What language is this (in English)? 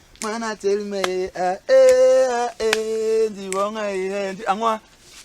Basaa